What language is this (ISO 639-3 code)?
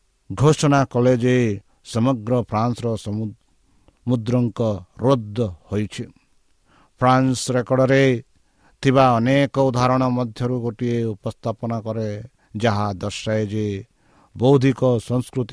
ori